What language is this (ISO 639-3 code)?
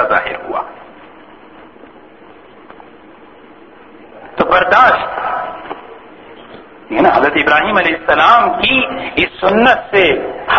urd